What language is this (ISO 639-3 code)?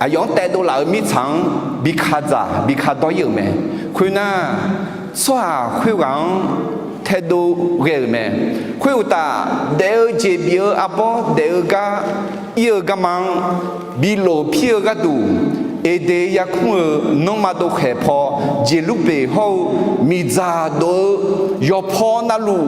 ahk